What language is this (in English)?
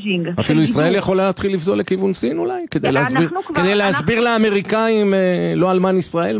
Hebrew